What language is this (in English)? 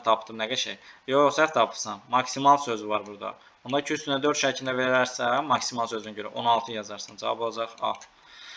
Azerbaijani